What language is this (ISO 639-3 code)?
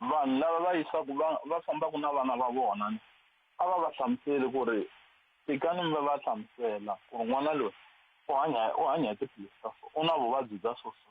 tso